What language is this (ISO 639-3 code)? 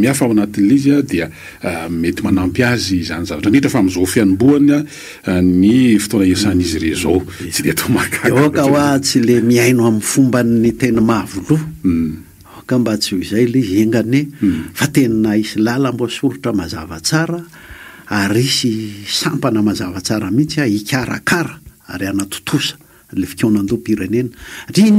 mlg